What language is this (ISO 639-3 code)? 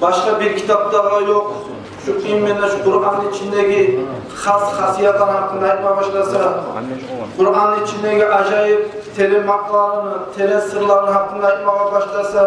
kum